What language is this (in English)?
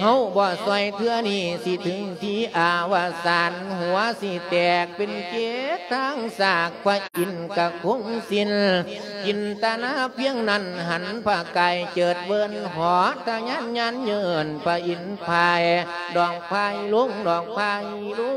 Lao